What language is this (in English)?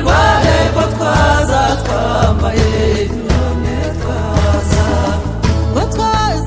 Kinyarwanda